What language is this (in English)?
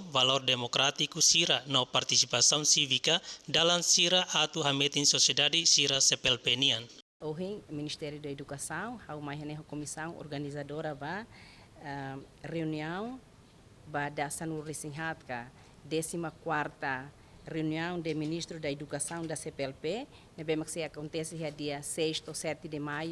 Tetum